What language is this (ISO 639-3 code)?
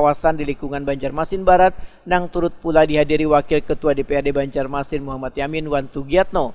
bjn